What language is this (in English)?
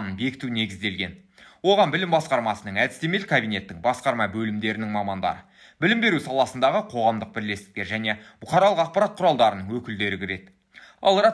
Kazakh